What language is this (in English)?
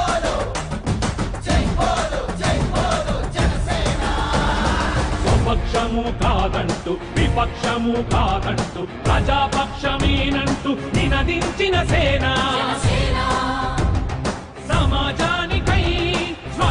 Telugu